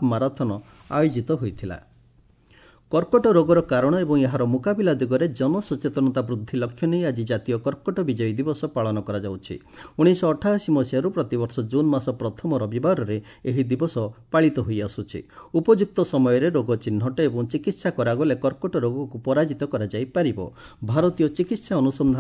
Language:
Odia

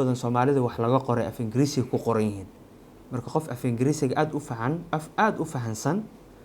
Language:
Somali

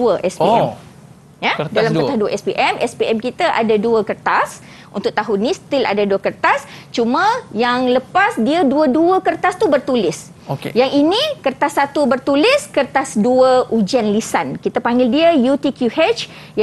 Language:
Malay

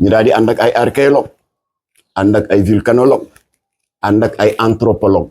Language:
Wolof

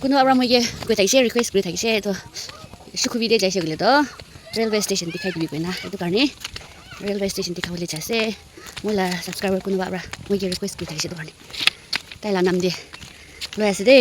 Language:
Naga Pidgin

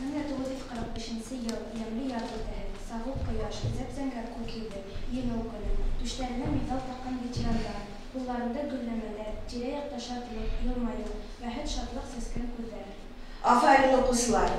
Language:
Bashkir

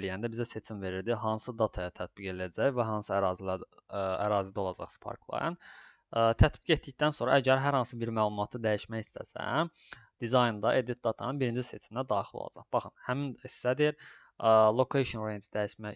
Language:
Azerbaijani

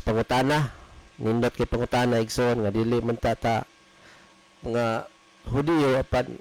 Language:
Cebuano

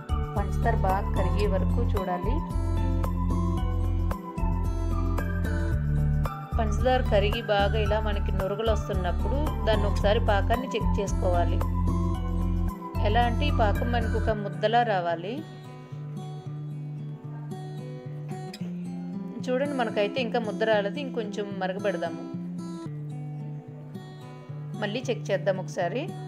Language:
Telugu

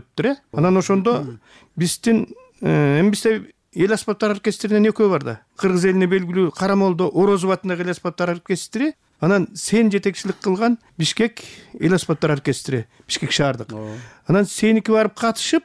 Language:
Kyrgyz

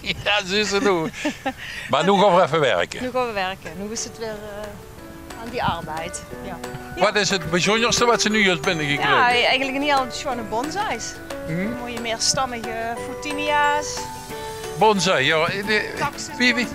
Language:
Limburgish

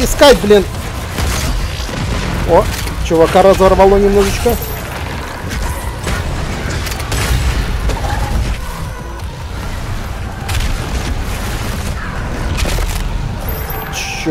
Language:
Russian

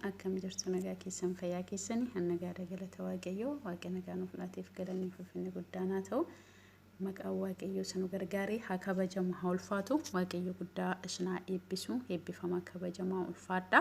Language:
Oromo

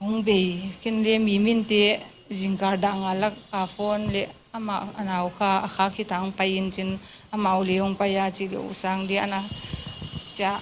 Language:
Paite Chin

